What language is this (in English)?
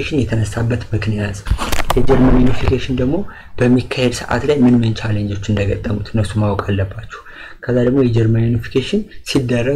Amharic